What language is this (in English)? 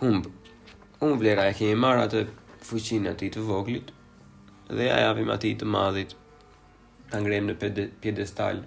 Albanian